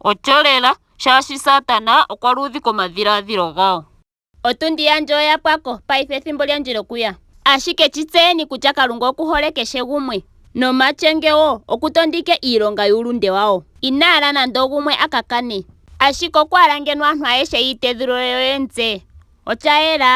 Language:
Ndonga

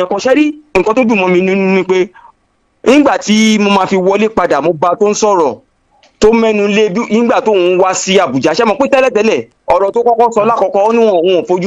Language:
Yoruba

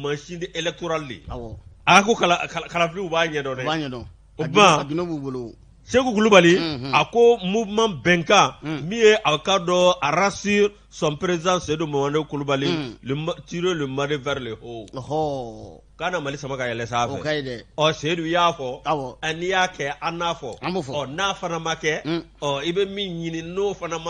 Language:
Bambara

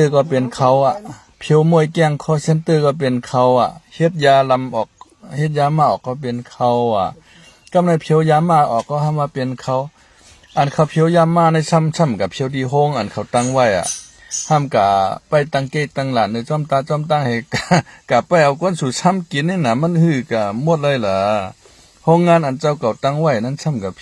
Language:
Shan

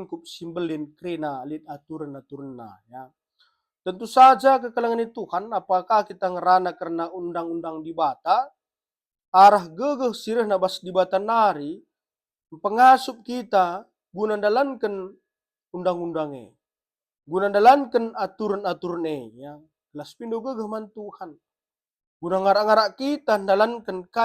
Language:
Batak Karo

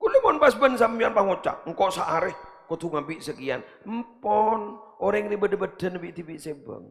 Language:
Madurese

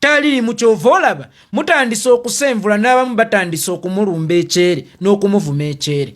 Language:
Ganda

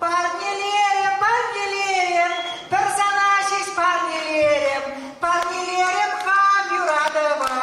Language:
Chuvash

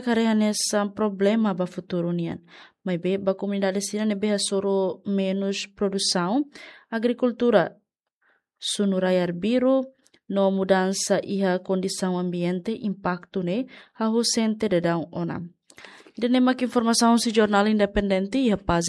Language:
Tetum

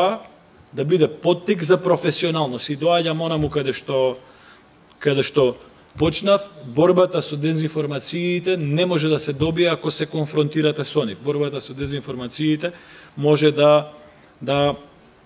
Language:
Macedonian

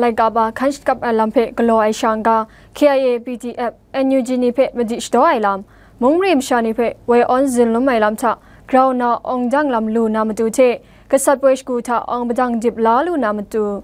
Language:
Kachin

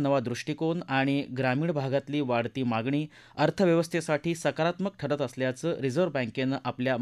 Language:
Marathi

